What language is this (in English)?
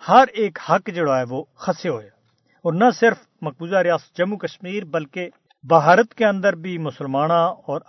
Gujari